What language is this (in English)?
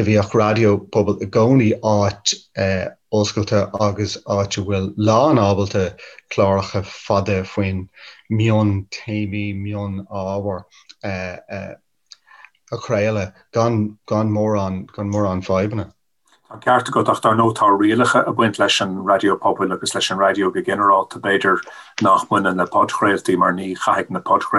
Irish